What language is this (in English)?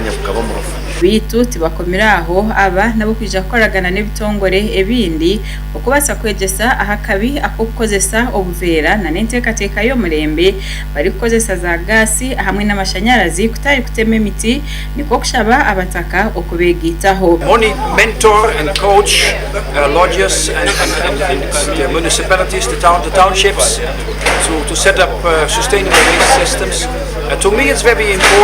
Nyankole